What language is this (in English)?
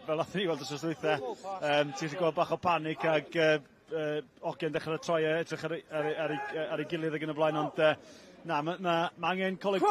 Welsh